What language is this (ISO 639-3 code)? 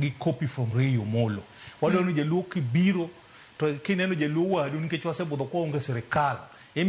luo